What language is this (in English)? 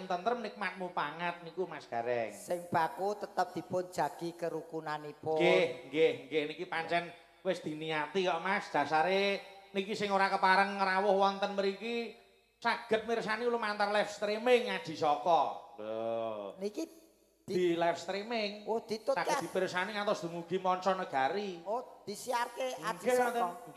Javanese